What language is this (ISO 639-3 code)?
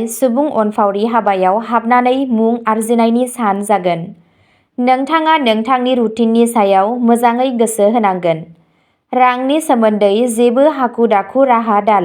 brx